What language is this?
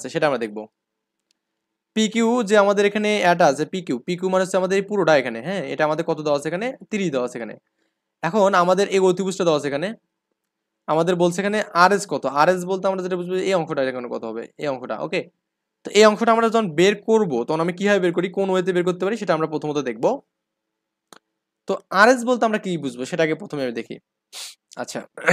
Bangla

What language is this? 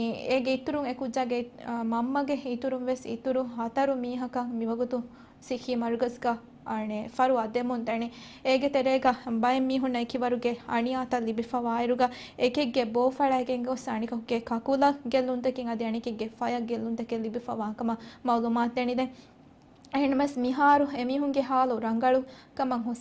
Divehi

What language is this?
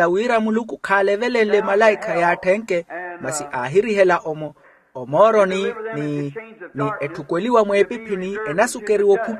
Makhuwa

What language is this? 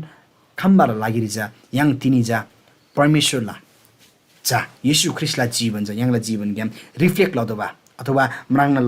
Eastern Tamang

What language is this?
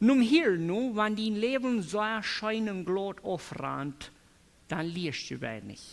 Plautdietsch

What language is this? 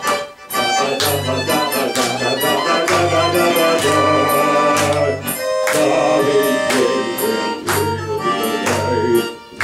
Polish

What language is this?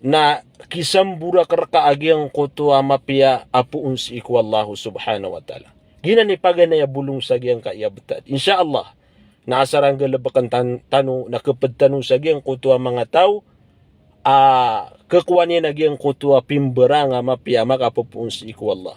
Maranao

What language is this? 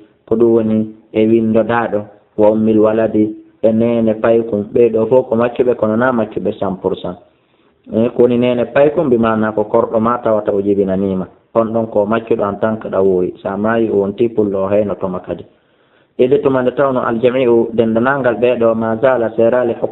Fula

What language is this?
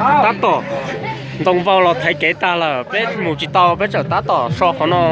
Hmong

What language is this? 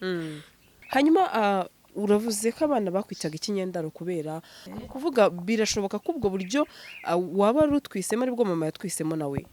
Kinyarwanda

